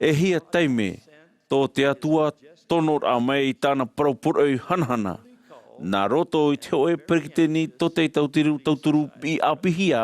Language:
Tahitian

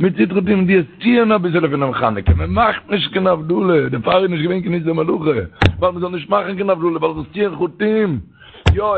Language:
Yiddish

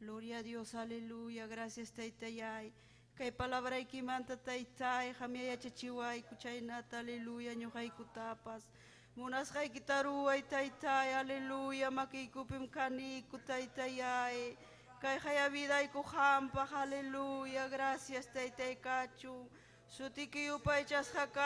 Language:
Ayacucho Quechua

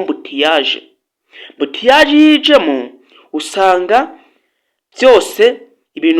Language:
Kinyarwanda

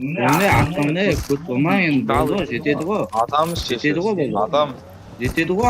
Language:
Kara-Kalpak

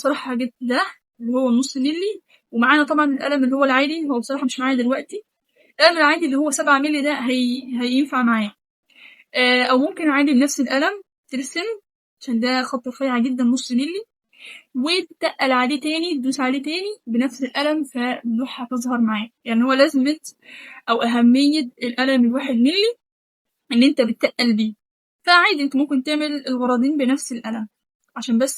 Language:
Egyptian Arabic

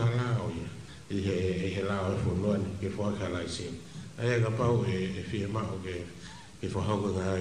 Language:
Tongan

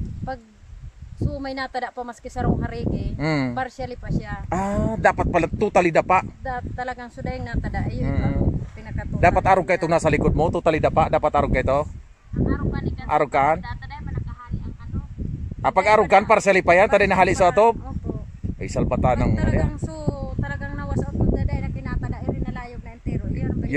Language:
Bikol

